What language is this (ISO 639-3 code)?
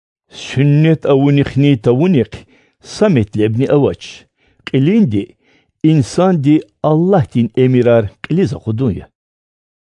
lez